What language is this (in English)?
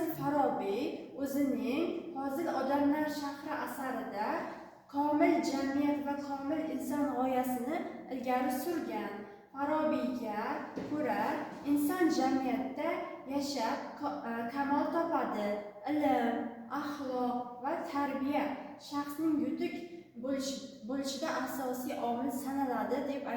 Uzbek